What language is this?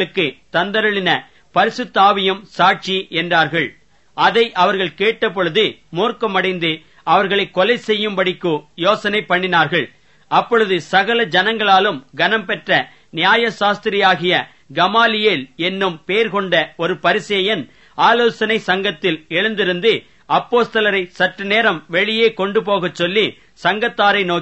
Tamil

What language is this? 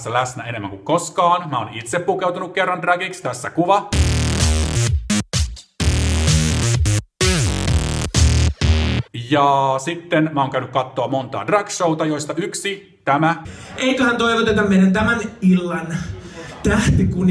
Finnish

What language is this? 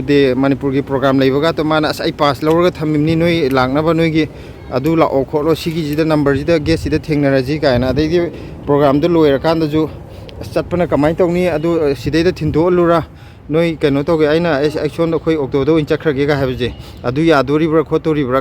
Manipuri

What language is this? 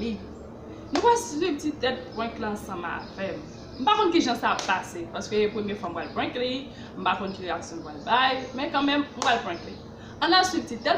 Haitian Creole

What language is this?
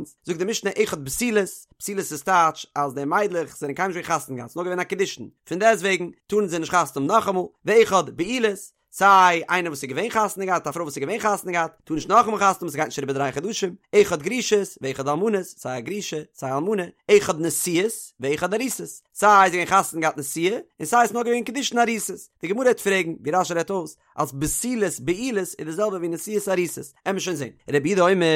Yiddish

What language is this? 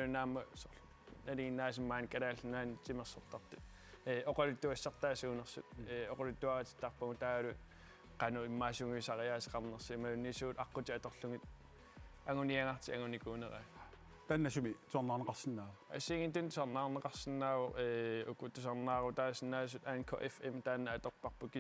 Kalaallisut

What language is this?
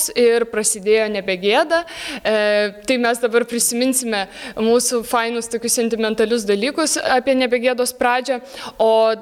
Lithuanian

